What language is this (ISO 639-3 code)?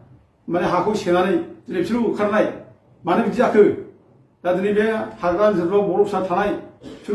brx